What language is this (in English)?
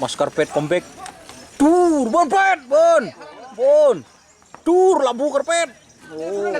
Madurese